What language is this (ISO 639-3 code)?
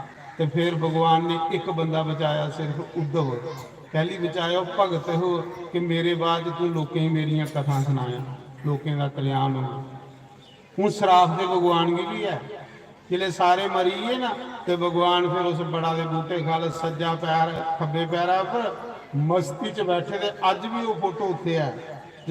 doi